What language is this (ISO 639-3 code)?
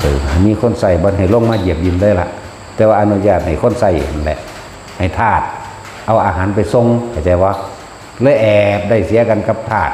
lao